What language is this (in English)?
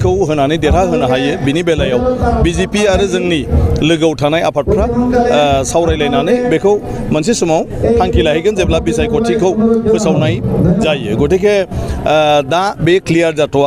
Bodo